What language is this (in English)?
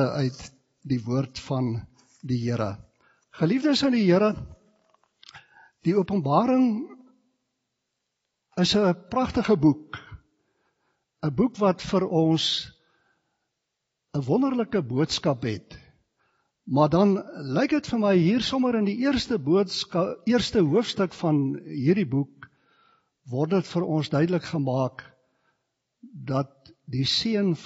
Afrikaans